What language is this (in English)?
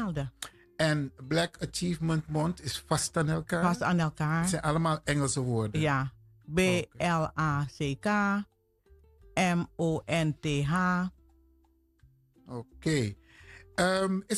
Dutch